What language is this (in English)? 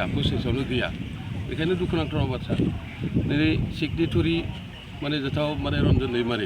Bodo